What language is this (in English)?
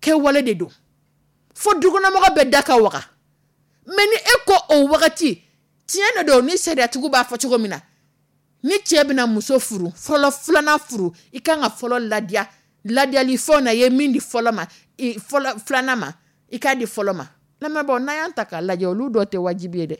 Dyula